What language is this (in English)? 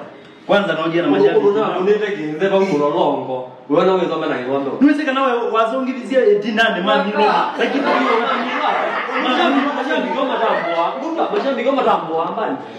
Kamba